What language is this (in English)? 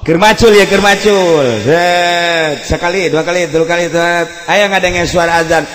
Sundanese